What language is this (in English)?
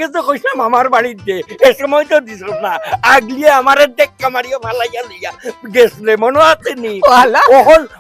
Sylheti